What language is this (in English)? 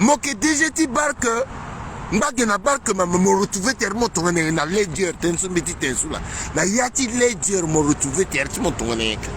Sango